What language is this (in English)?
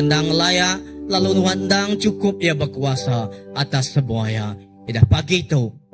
Iban